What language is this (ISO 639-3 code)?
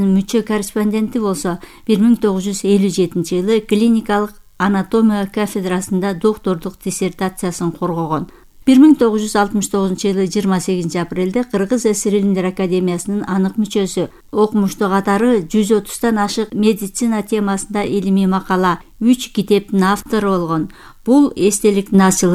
kir